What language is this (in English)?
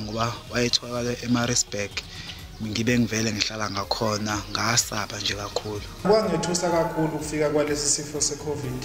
Zulu